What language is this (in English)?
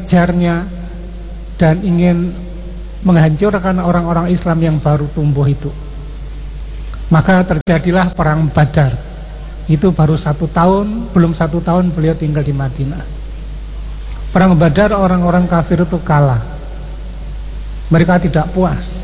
Indonesian